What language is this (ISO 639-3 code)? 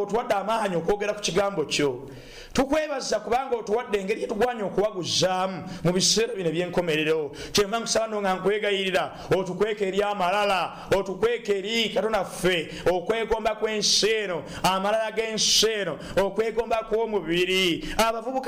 lug